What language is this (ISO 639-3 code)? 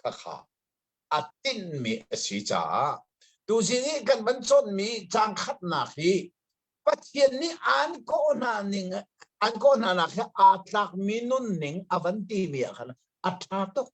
cnh